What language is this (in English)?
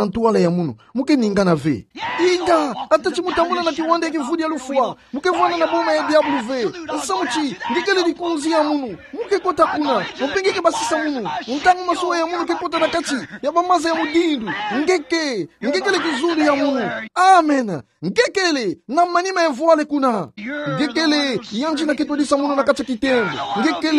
Kituba (Democratic Republic of Congo)